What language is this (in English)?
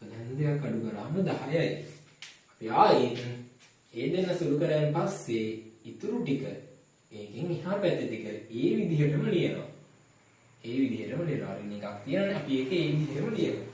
Sinhala